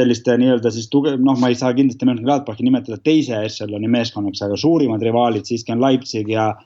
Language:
Estonian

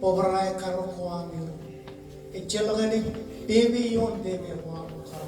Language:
Marshallese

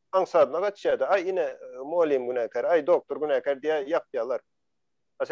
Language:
Turkmen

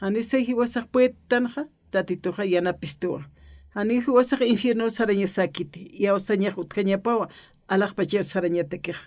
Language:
Aymara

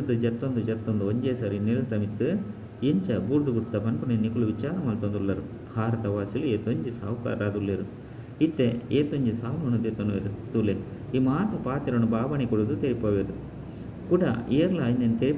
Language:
Tulu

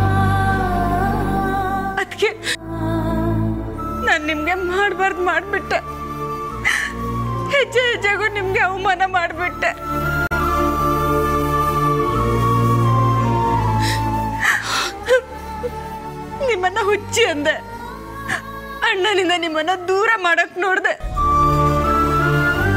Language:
Kannada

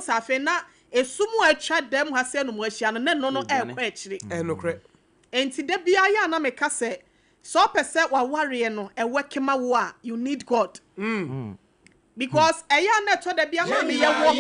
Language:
Akan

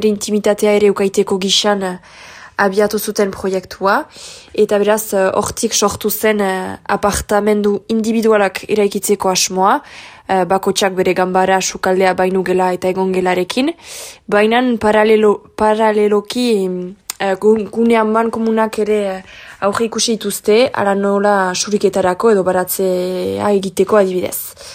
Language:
Basque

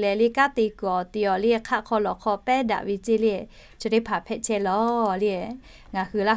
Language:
Lahu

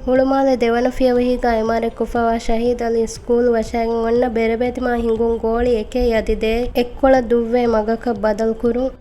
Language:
Divehi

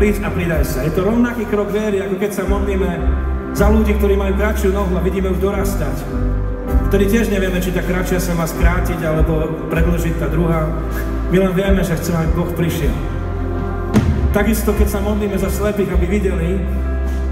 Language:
Slovak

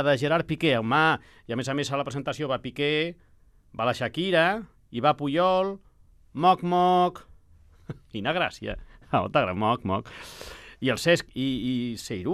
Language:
Catalan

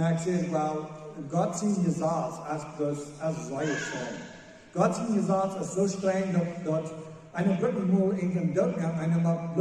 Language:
Plautdietsch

